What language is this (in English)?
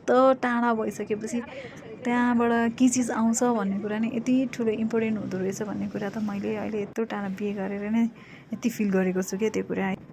Nepali